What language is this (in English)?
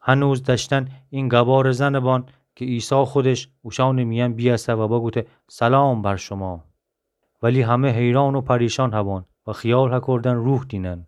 Gilaki